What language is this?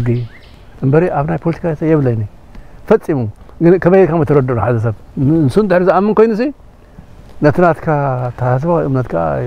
Tigrinya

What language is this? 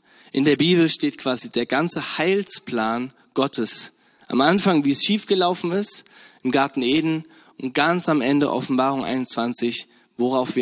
German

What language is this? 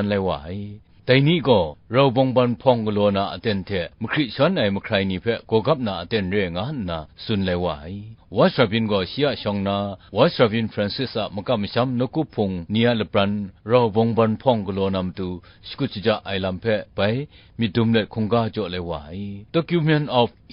Kachin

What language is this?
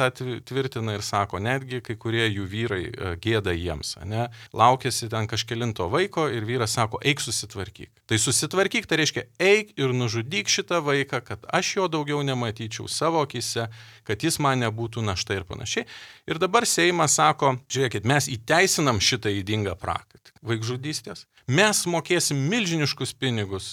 Lithuanian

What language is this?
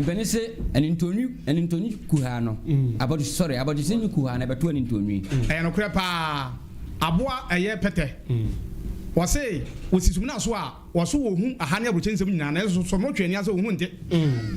Akan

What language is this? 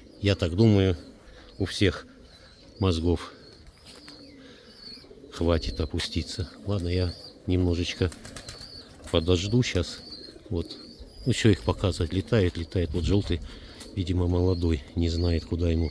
Russian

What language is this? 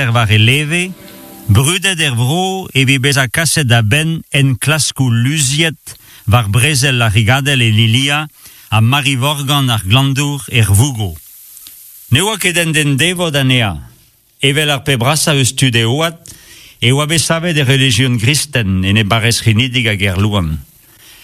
Breton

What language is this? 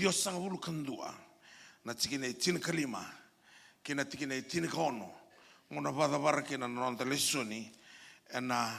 Fijian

